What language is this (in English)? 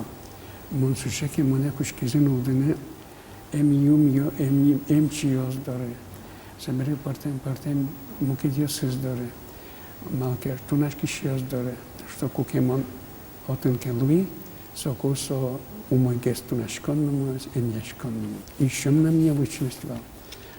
Udmurt